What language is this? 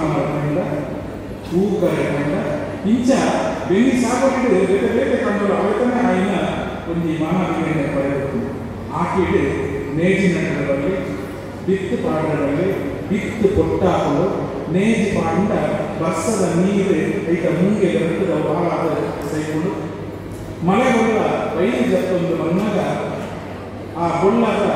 Tulu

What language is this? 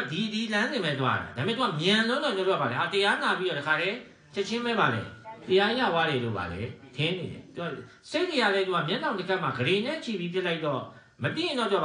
Burmese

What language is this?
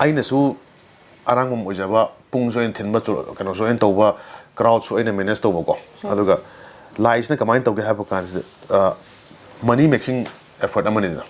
Manipuri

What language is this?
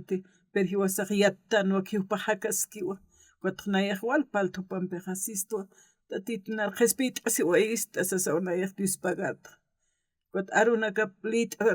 Aymara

